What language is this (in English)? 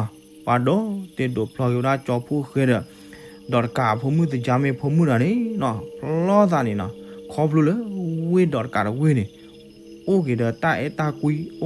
S'gaw Karen